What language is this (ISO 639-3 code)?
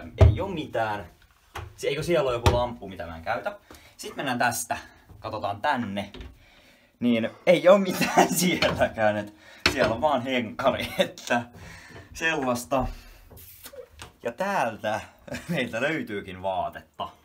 fin